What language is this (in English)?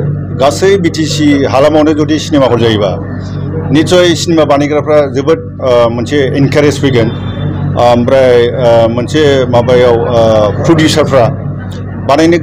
Bodo